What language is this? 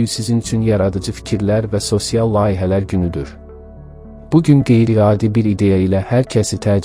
Azerbaijani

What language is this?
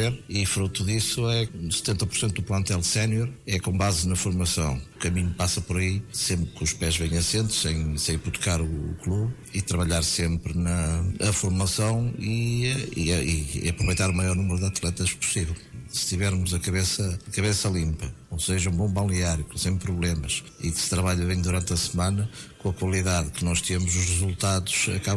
Portuguese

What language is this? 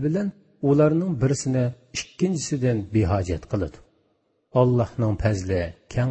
Uyghur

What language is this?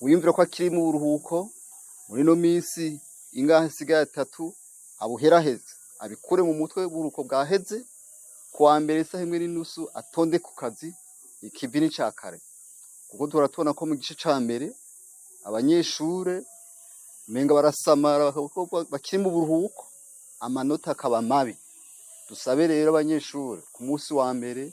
Rundi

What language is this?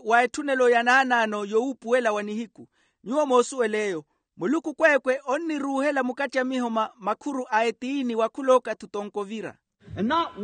Makhuwa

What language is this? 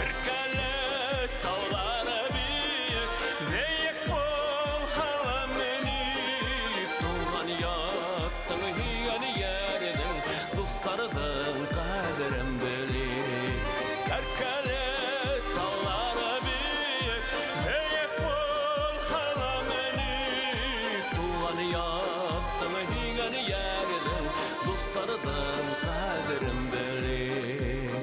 Bashkir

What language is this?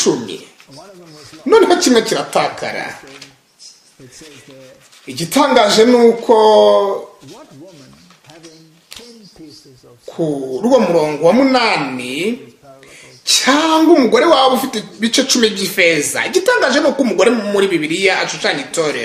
Kinyarwanda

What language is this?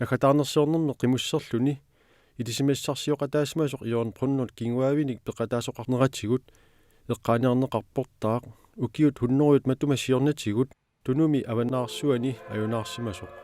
Kalaallisut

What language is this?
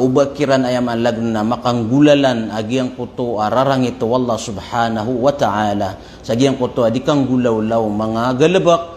Maranao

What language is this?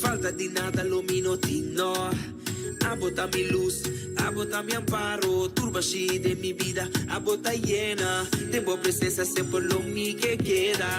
Papiamento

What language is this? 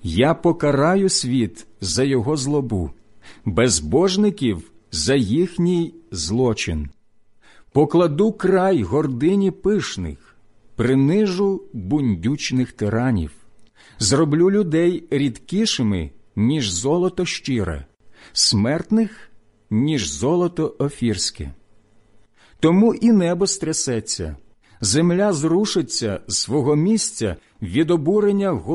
Ukrainian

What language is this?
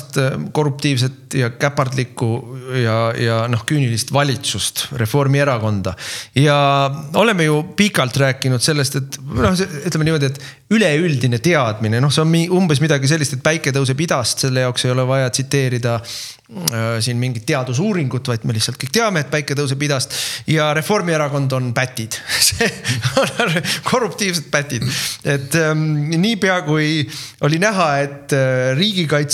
Estonian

